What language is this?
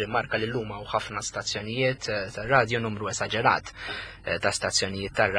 Maltese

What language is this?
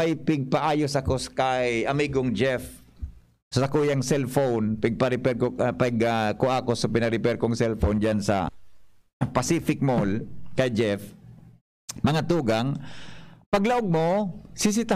Bikol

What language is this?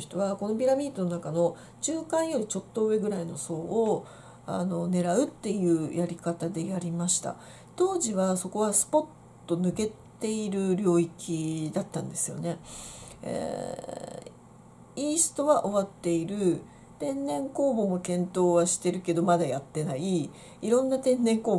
Japanese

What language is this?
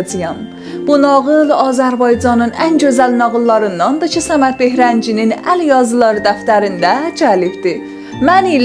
South Azerbaijani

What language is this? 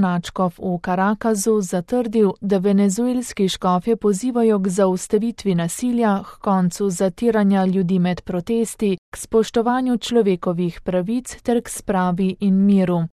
Slovenian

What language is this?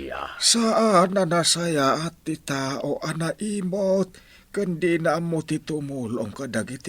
Iloko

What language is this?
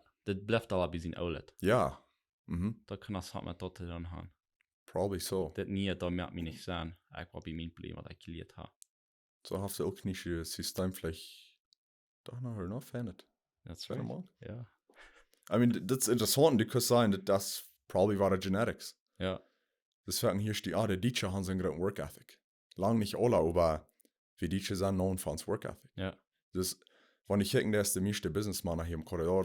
Plautdietsch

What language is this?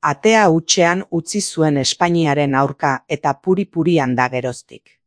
Basque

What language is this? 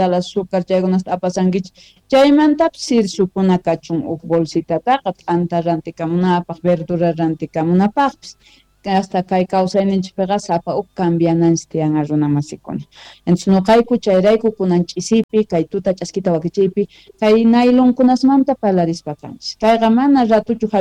South Bolivian Quechua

